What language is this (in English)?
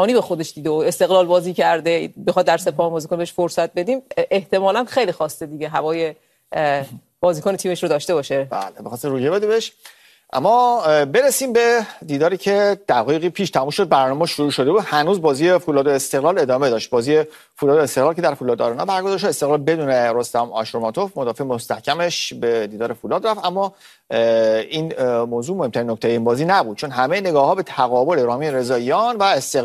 Persian